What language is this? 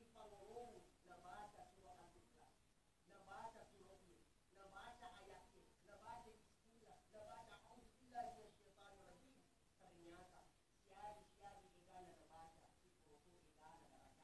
Buginese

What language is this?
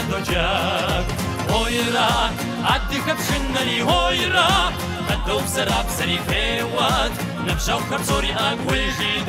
Kabardian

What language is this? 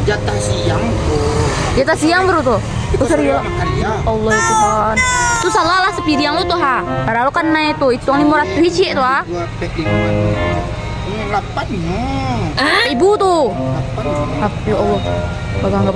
Minangkabau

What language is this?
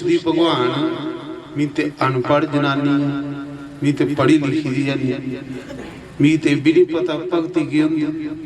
Dogri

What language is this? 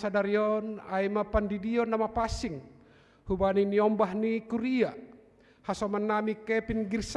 Batak Simalungun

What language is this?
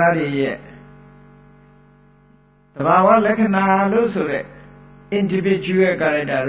Burmese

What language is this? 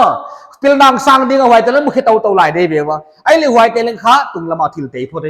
Paite Chin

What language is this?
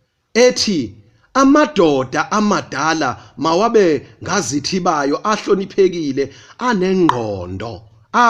Zulu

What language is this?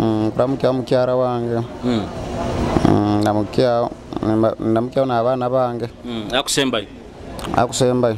Nyoro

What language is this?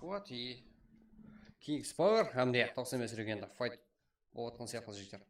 Kara-Kalpak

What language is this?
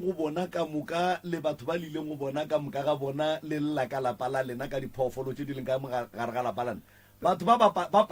Northern Sotho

